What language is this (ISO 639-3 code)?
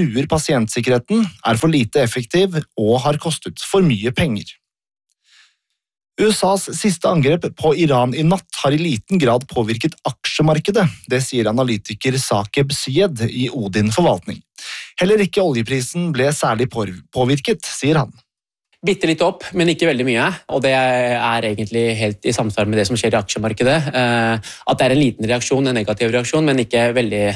nor